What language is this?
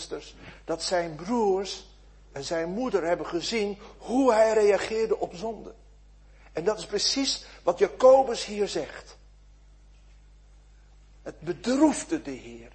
Dutch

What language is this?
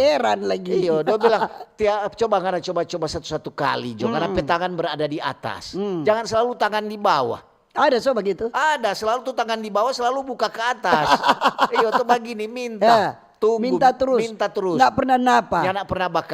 Manado Malay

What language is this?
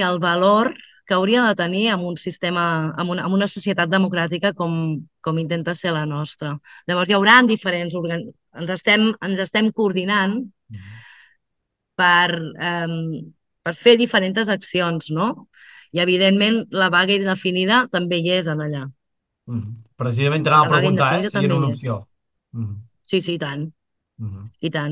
Catalan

